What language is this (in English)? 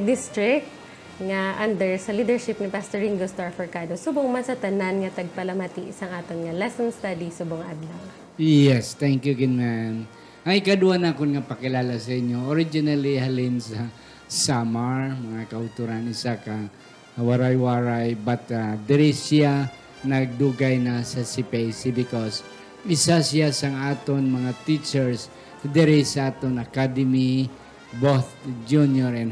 Hiligaynon